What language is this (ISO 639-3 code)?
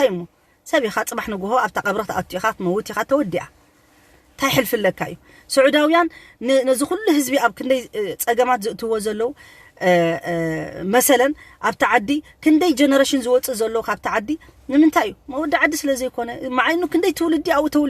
tir